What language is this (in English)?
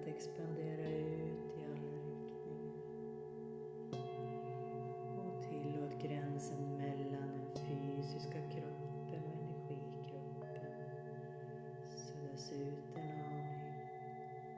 Swedish